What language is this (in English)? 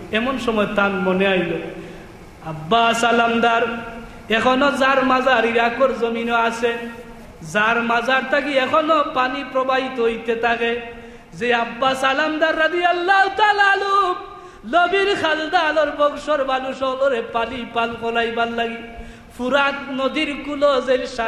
Sylheti